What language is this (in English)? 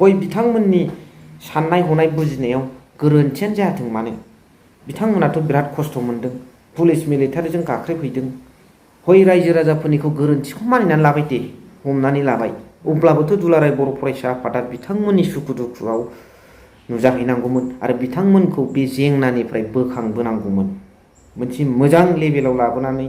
Bodo